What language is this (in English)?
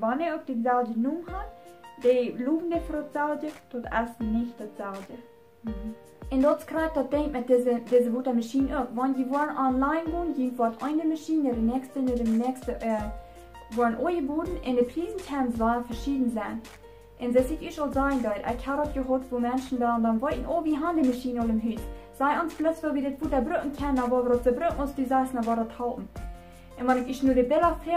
Plautdietsch